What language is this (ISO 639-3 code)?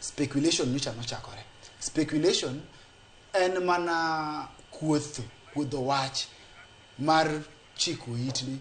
luo